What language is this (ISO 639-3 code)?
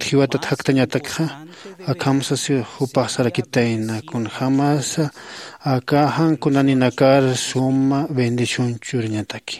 aym